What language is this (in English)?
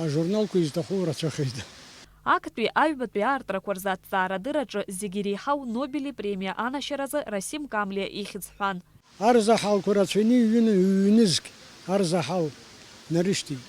Abkhazian